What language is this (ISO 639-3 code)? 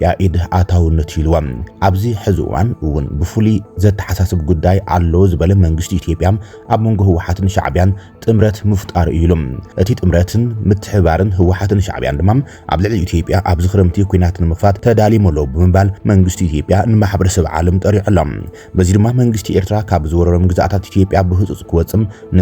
tir